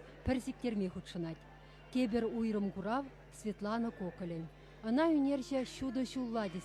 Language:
Chuvash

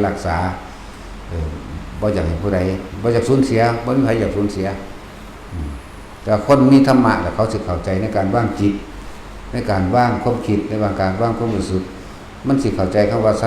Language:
Lao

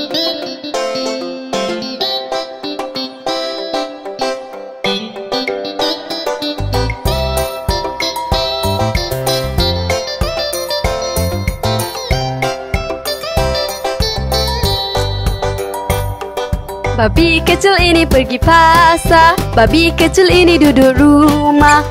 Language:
Malay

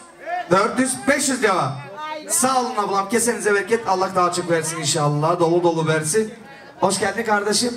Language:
Turkish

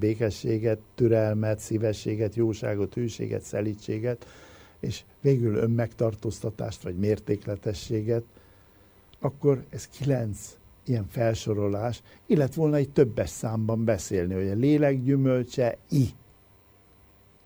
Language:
Hungarian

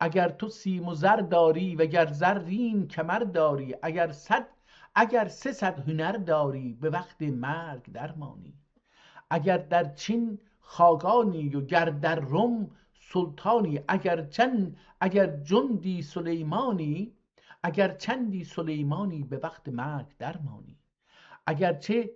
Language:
South Azerbaijani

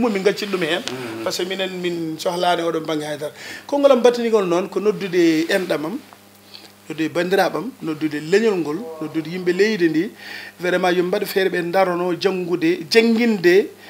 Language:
Fula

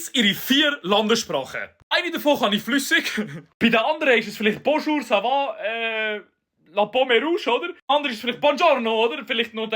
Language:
Swiss German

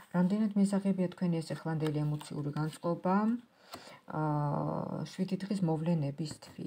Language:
Georgian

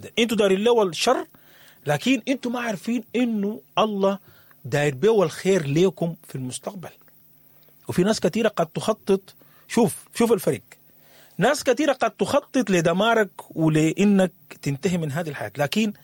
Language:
Sudanese Arabic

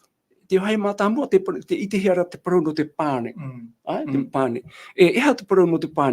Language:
Tahitian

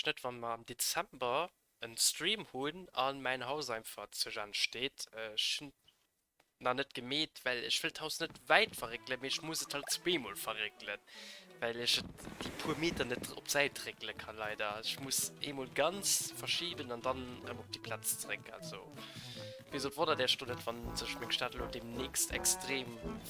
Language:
Luxembourgish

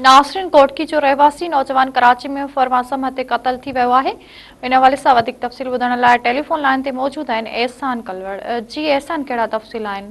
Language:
Sindhi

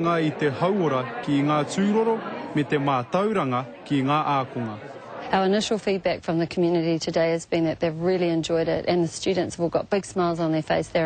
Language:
Māori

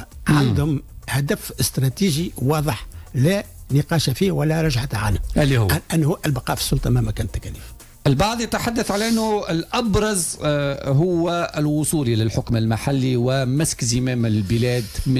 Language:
Tunisian Arabic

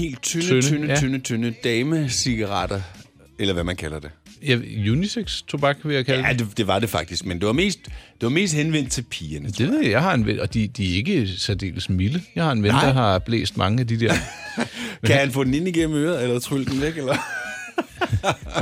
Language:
Danish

